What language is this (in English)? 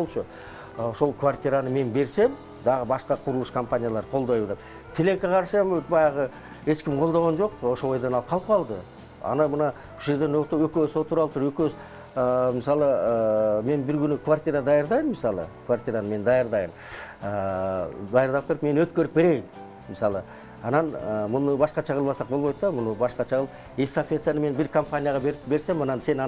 Kyrgyz